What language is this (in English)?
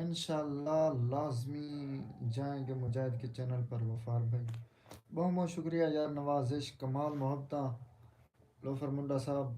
Saraiki